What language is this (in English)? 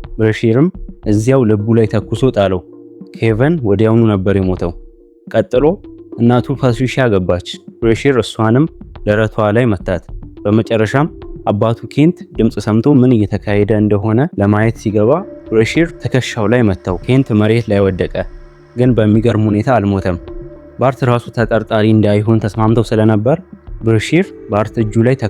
Amharic